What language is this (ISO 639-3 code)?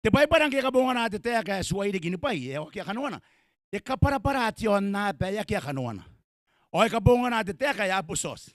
gil